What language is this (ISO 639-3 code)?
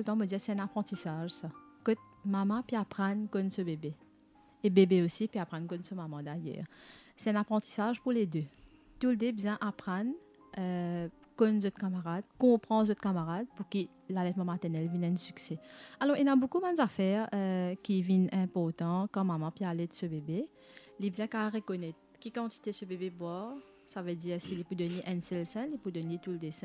mfe